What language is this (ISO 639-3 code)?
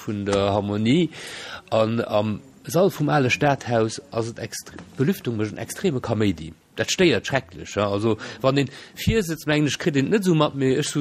ltz